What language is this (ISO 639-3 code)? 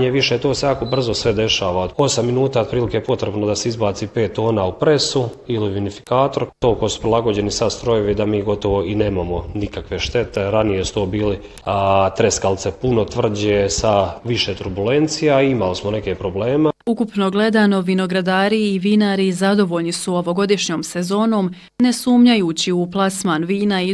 bos